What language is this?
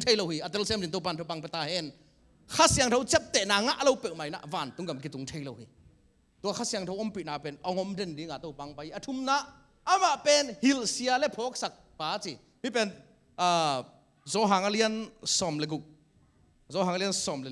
Tedim Chin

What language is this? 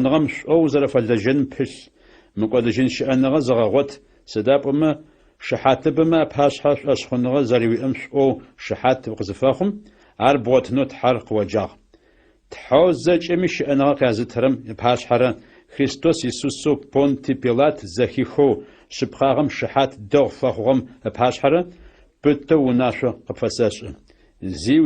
Adyghe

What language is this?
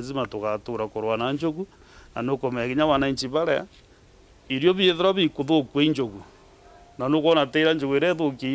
Meru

